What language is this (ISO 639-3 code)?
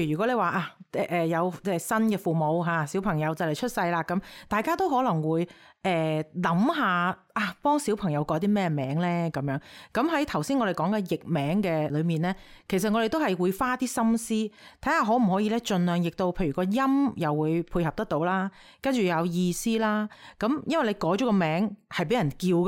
yue